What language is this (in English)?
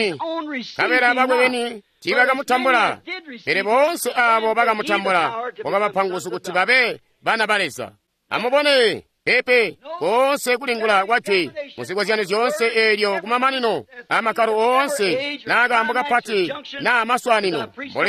Tonga (Zambia)